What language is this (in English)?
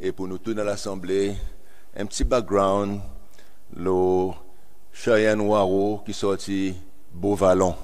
Seselwa Creole French